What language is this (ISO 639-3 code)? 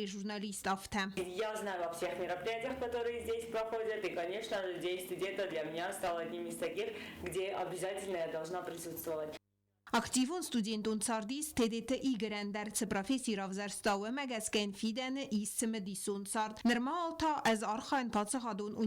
oss